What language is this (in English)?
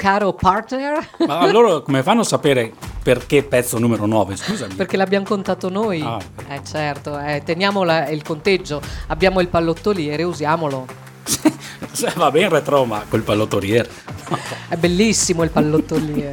Italian